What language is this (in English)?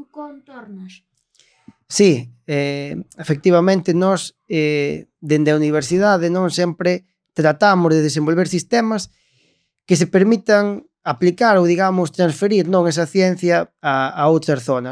Galician